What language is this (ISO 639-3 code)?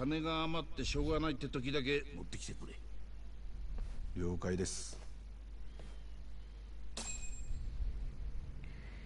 jpn